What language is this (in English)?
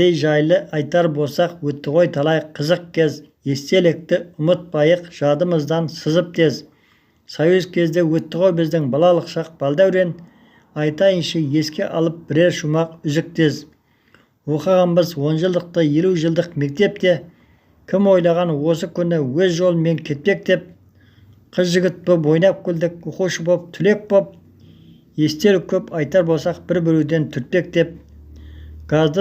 Kazakh